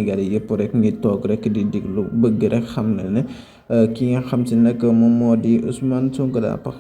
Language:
Wolof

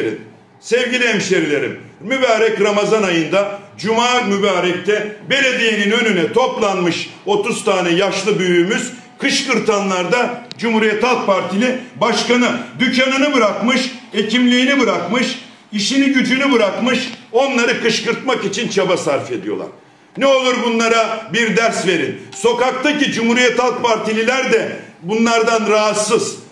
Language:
Turkish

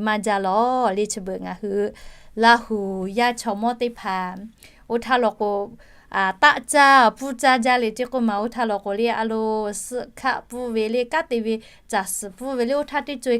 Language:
Lahu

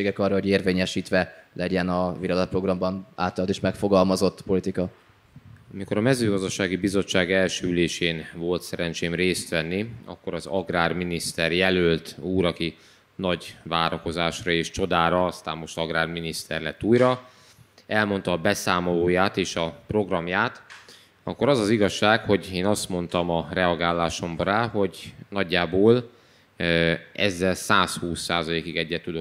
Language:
Hungarian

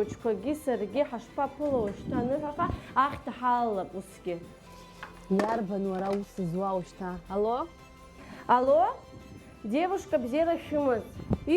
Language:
Abkhazian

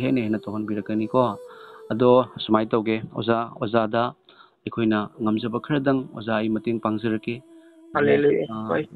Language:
Manipuri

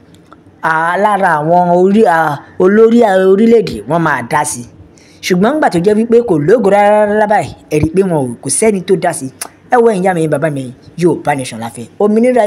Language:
Yoruba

